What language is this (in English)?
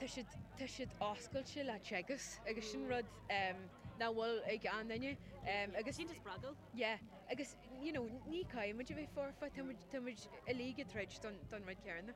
Irish